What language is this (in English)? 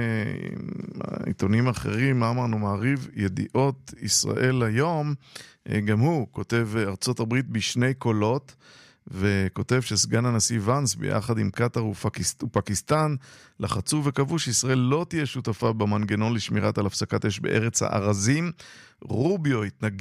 Hebrew